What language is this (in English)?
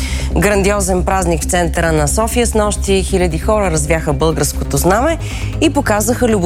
Bulgarian